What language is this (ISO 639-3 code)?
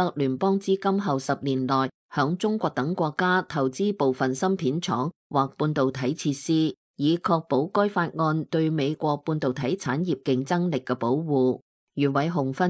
yue